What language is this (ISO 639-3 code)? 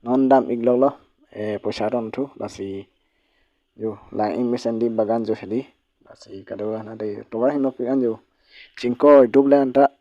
mjw